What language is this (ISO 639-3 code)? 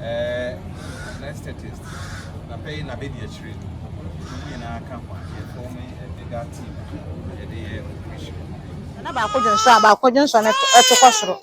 aka